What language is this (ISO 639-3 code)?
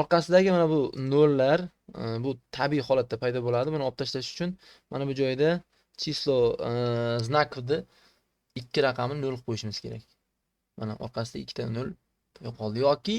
uzb